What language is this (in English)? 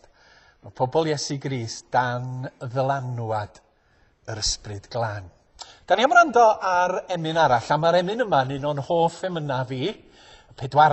Welsh